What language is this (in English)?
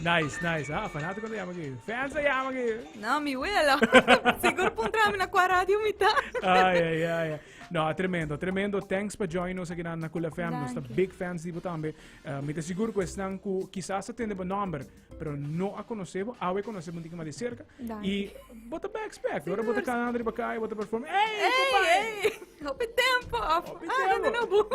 Papiamento